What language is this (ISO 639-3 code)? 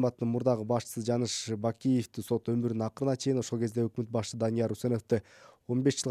kir